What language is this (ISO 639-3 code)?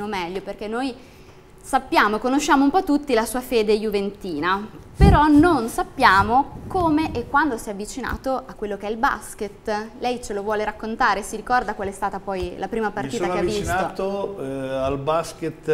ita